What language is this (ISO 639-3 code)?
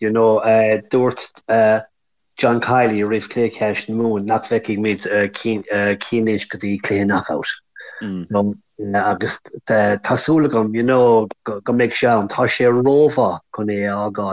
gle